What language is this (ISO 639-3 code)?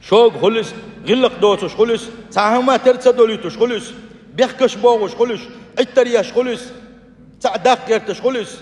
che